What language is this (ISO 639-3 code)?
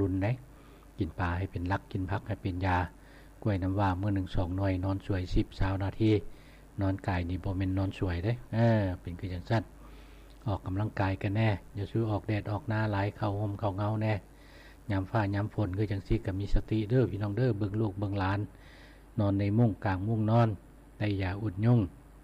lao